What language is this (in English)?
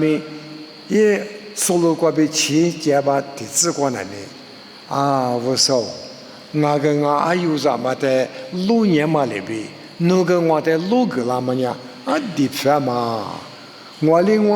Lisu